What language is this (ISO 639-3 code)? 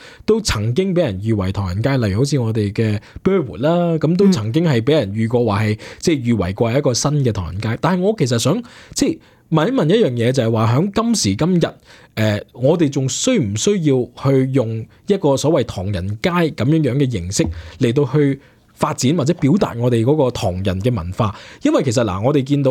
yue